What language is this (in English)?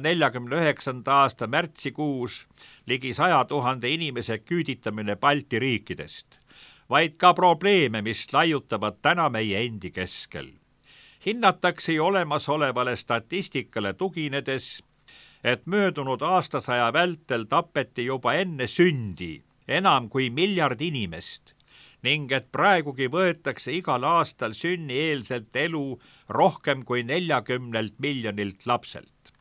Estonian